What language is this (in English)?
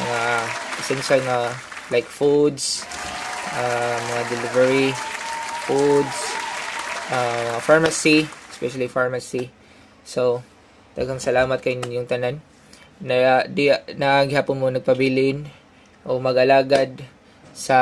Cebuano